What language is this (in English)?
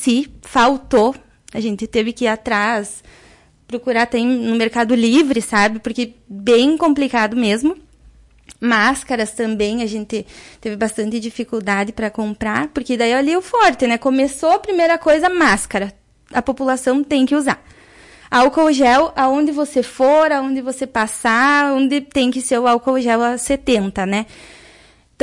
Portuguese